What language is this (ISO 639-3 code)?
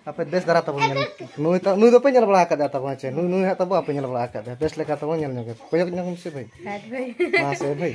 sat